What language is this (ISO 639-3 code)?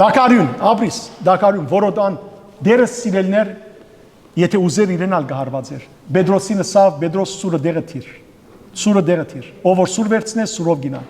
hyw